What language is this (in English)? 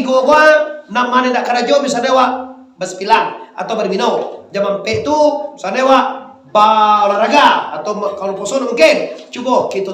Minangkabau